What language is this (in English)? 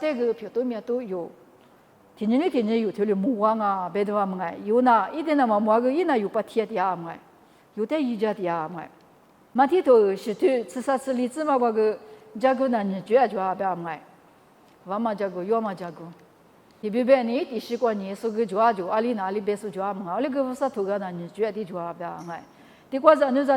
Lisu